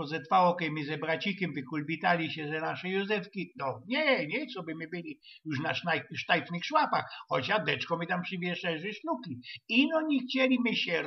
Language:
Silesian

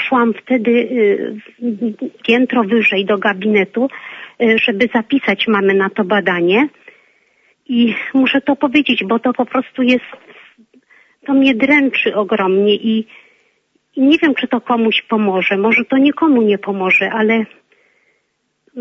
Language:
Polish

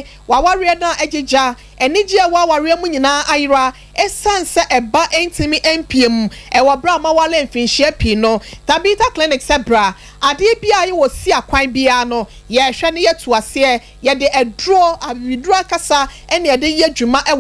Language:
Akan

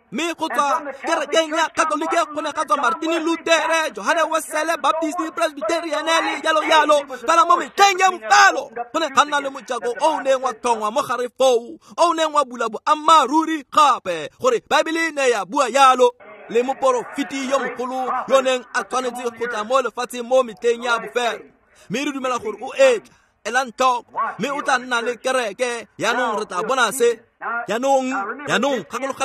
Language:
Tswana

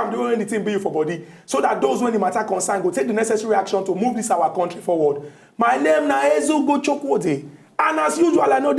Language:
Nigerian Pidgin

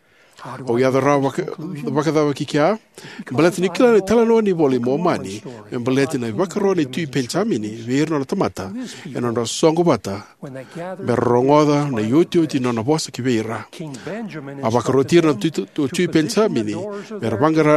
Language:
Fijian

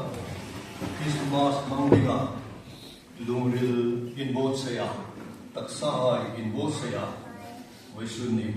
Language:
Hmar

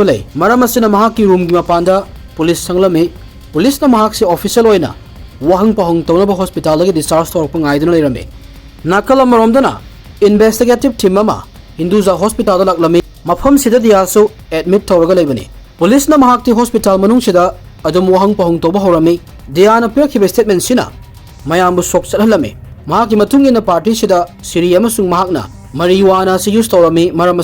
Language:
Manipuri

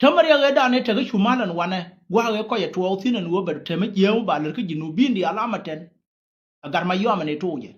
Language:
Nuer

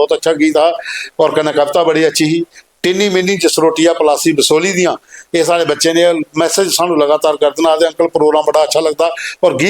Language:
Dogri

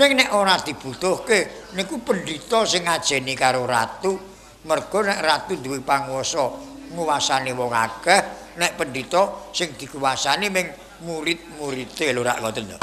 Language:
Javanese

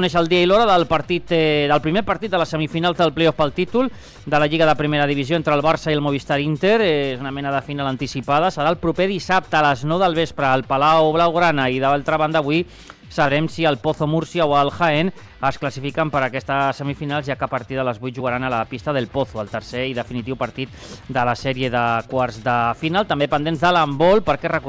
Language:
Catalan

